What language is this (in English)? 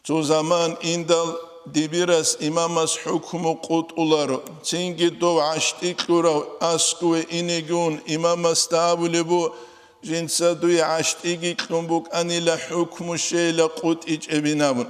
Avaric